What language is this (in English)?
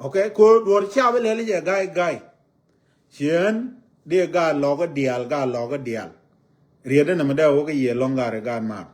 Nuer